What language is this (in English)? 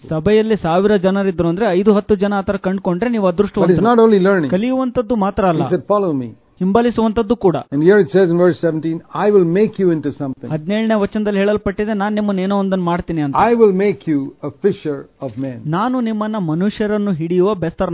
Kannada